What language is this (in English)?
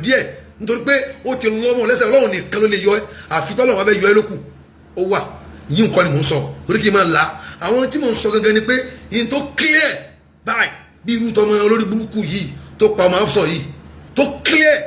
Yoruba